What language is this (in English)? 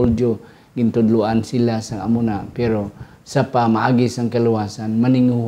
Hiligaynon